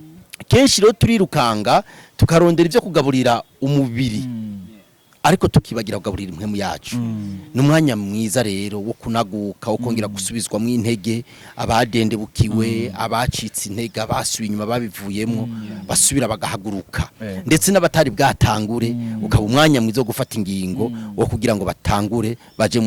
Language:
Rundi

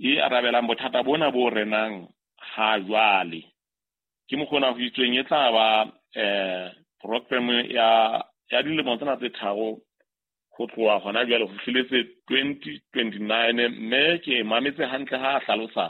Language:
Southern Sotho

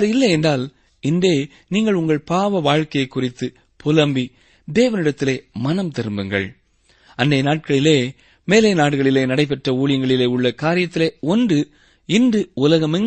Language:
Tamil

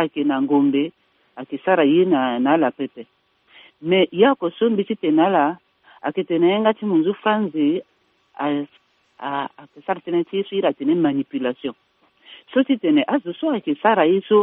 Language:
Sango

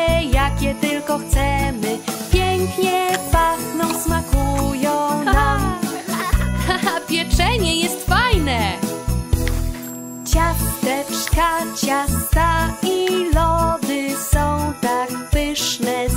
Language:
Polish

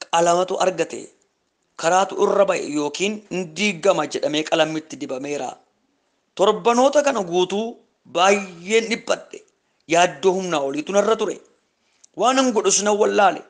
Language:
Oromo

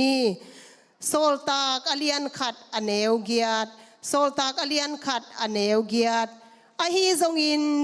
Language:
Tedim Chin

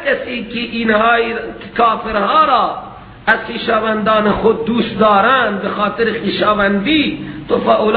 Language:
Persian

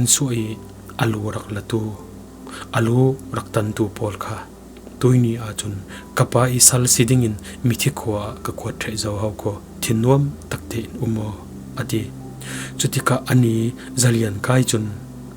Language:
Falam Chin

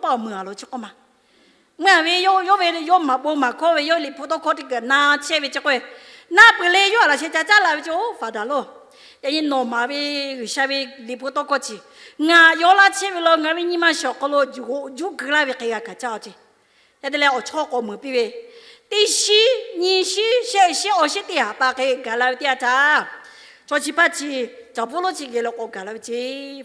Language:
Lahu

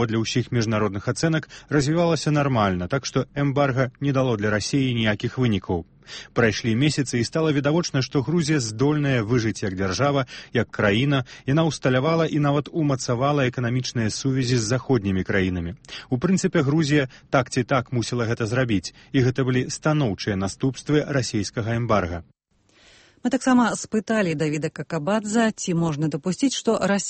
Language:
Belarusian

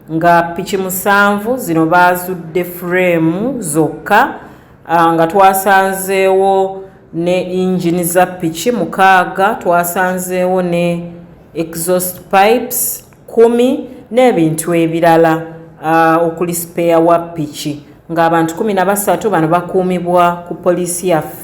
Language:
Ganda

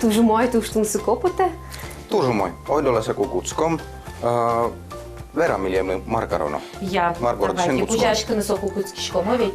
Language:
Udmurt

